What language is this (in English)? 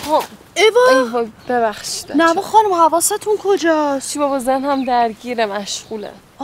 Persian